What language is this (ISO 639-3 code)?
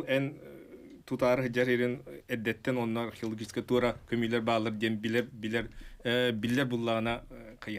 sah